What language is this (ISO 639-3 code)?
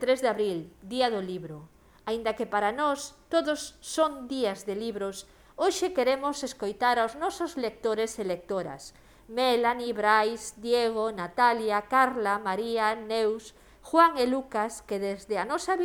glg